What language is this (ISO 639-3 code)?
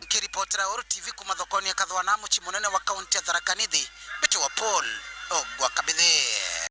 mer